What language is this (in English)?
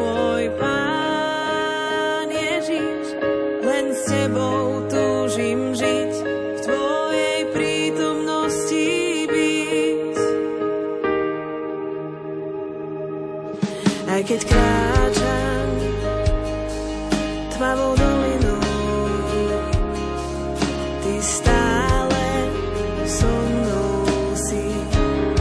Slovak